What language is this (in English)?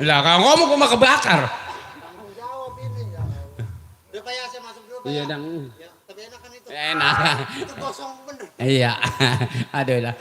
Betawi